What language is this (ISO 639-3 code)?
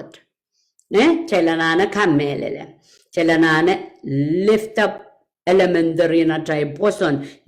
pon